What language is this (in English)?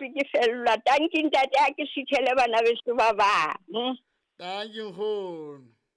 Southern Sotho